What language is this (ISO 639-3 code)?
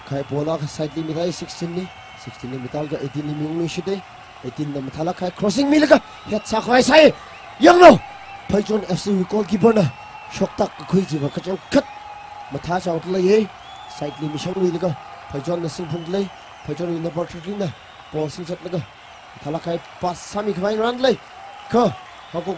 nmf